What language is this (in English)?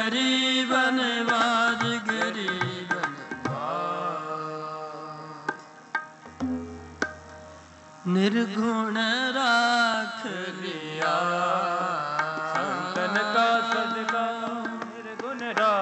Punjabi